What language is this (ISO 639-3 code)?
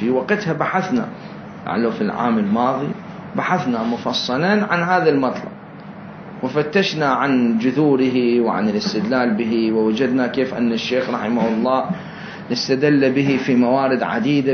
acm